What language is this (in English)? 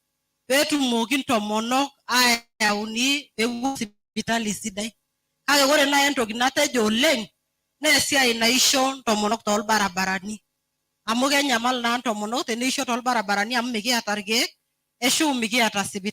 Masai